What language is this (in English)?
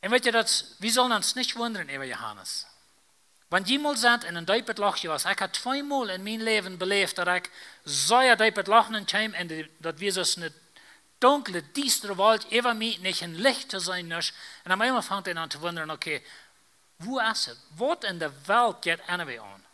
Plautdietsch